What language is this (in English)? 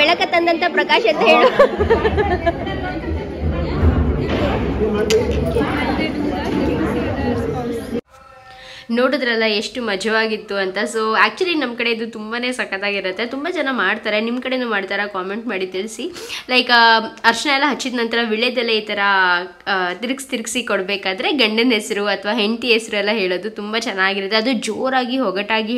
Kannada